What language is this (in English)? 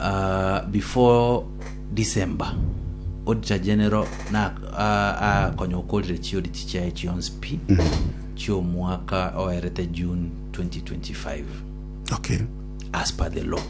Gusii